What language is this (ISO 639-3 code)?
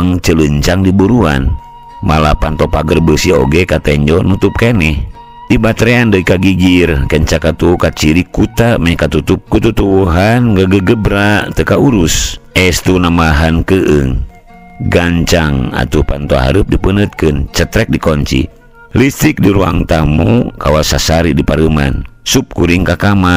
sun